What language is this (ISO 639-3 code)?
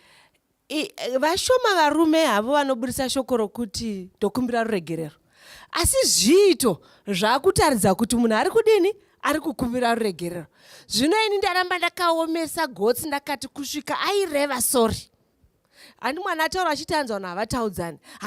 sna